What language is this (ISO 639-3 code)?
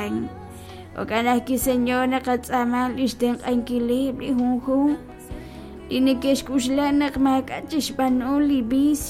kek